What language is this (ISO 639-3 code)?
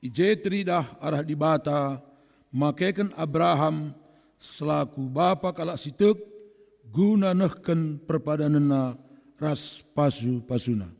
btx